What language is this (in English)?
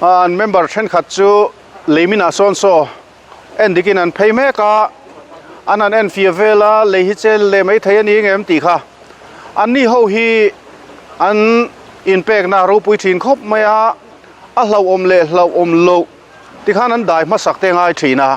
Mizo